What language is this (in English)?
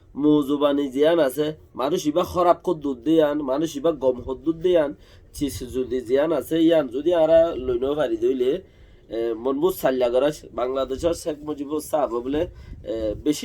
Rohingya